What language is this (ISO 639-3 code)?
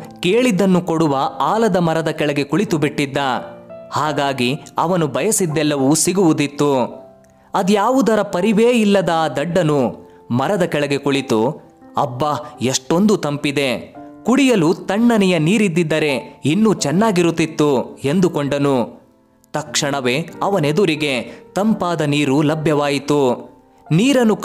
kan